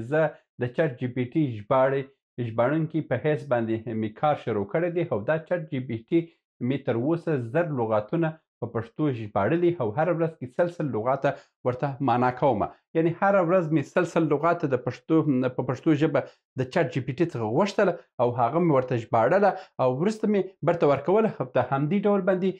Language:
Pashto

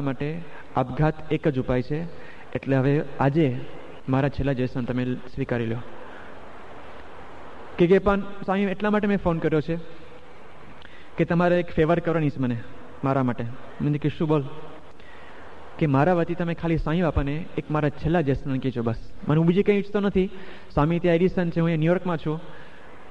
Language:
Gujarati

